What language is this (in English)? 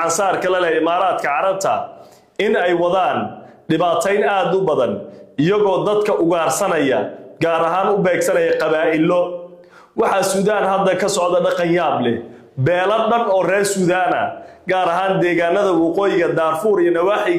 Somali